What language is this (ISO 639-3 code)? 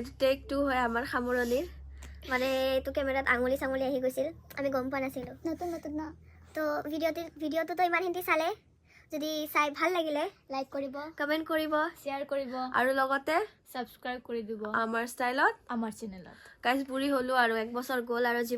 asm